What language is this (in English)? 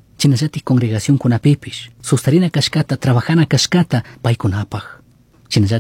Chimborazo Highland Quichua